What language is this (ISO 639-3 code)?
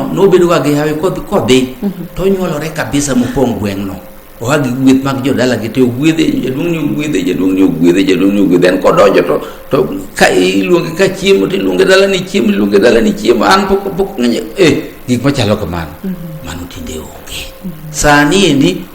luo